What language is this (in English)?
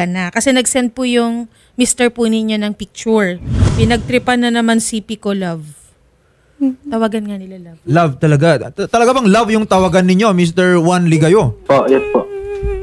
Filipino